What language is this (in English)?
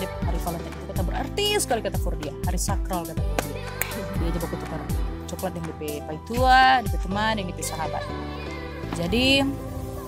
Manado Malay